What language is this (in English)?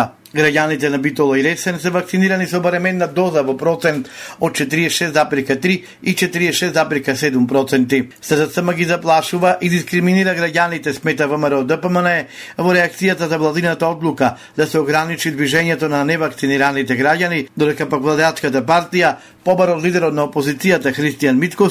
Macedonian